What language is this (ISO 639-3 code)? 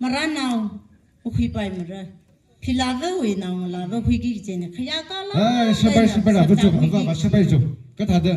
nmf